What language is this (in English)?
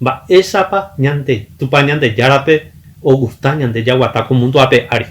Guarani